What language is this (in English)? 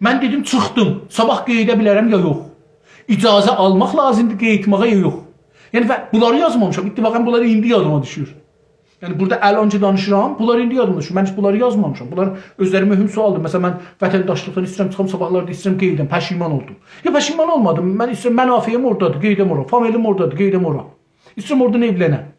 South Azerbaijani